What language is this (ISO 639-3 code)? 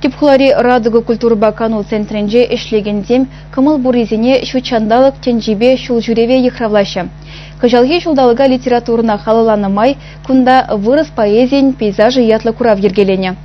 chv